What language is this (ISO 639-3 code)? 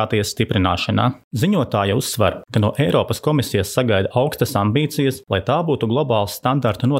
lav